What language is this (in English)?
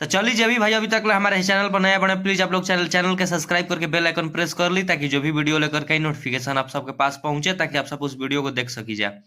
Bhojpuri